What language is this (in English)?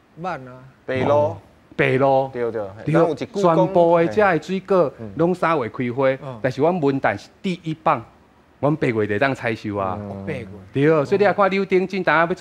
Min Nan Chinese